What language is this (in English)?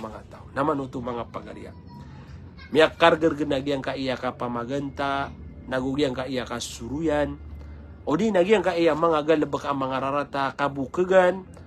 Maranao